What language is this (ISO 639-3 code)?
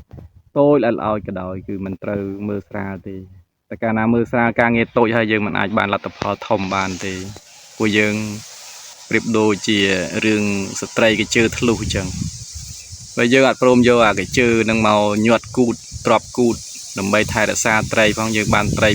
khm